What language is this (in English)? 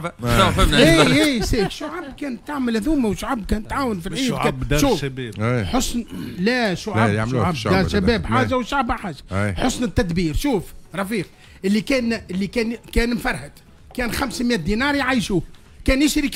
Tunisian Arabic